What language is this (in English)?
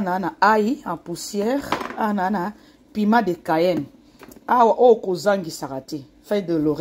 Lingala